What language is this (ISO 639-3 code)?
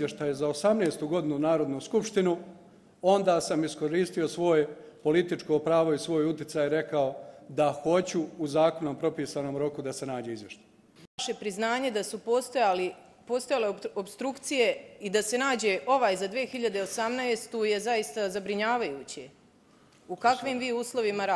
bos